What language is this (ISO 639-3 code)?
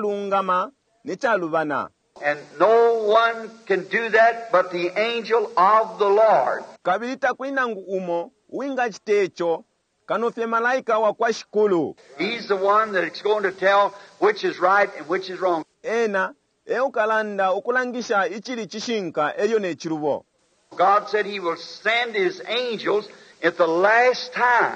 bem